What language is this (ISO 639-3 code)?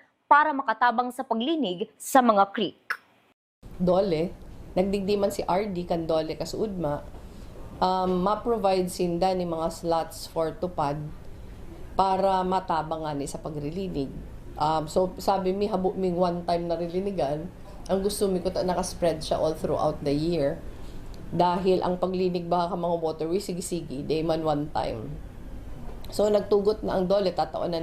bik